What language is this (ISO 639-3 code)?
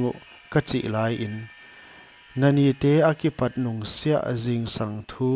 pck